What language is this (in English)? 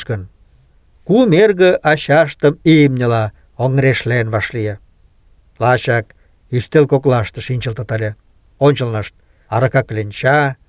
Mari